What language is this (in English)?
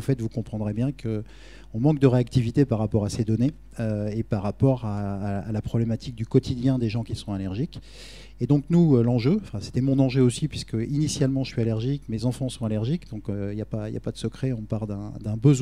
French